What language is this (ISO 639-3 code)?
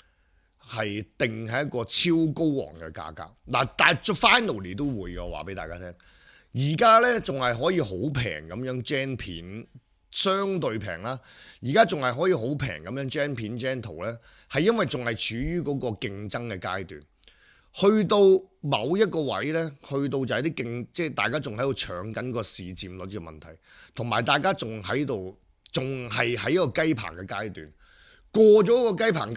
yue